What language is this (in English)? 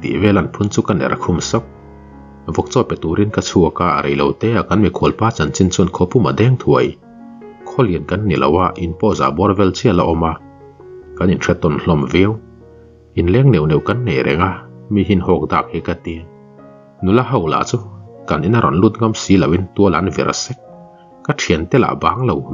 Mizo